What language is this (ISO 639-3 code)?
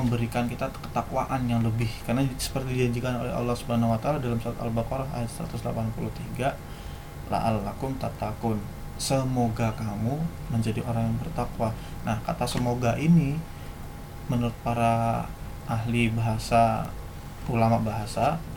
ind